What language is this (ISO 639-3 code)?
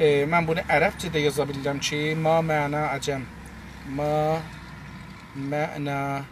azb